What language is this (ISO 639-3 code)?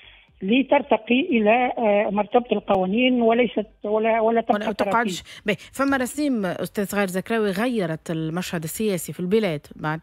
aeb